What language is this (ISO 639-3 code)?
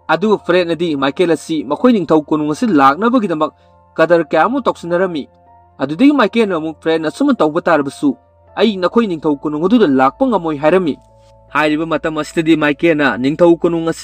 mni